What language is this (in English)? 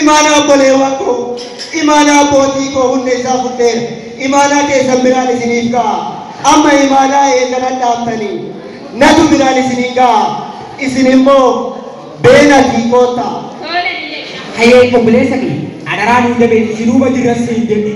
Oromo